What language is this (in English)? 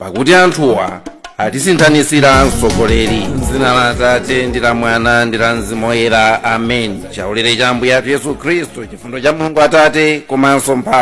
Nyanja